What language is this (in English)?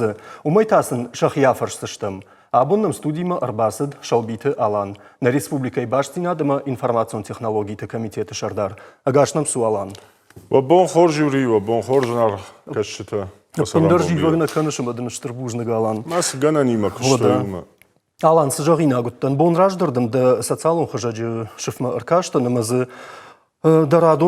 Ossetic